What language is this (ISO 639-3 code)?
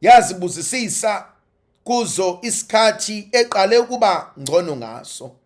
zul